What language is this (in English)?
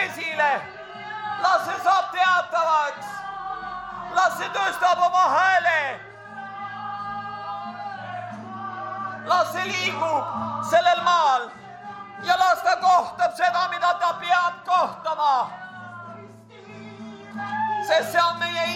Estonian